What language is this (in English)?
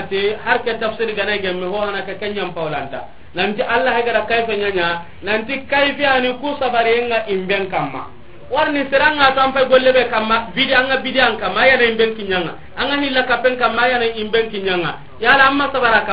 Soninke